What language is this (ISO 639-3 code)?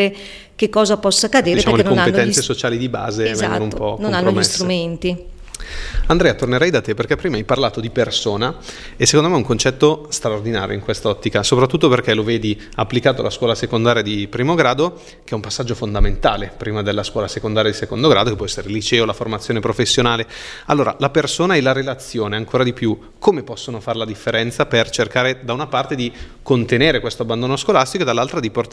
ita